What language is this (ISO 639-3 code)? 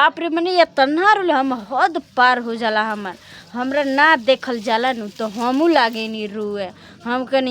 bho